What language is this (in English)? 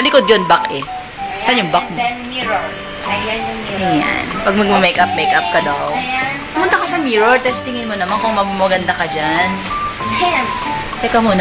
Filipino